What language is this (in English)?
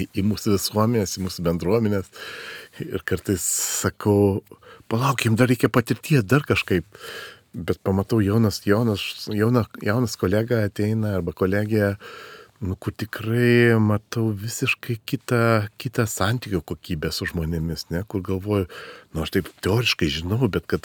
Lithuanian